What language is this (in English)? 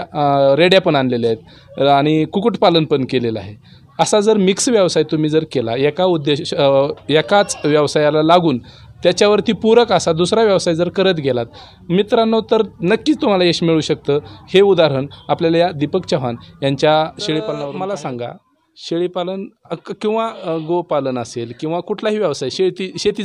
Marathi